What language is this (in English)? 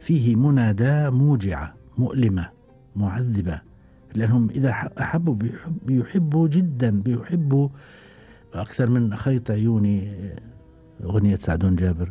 Gulf Arabic